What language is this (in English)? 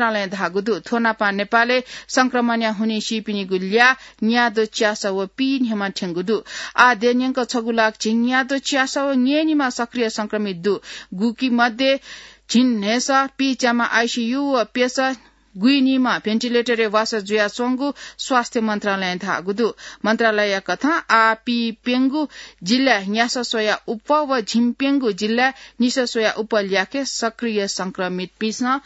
Newari